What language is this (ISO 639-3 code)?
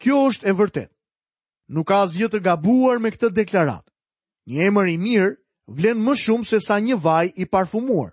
sqi